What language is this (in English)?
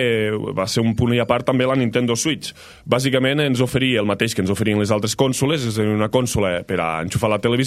Catalan